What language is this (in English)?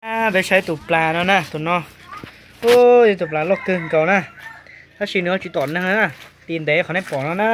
Hmong